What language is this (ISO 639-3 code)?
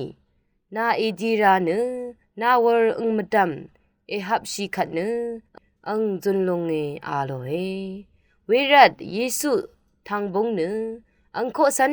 raw